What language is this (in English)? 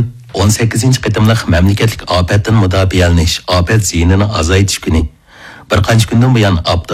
Uyghur